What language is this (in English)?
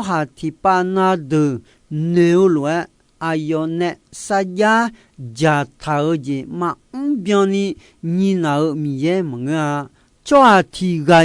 Akha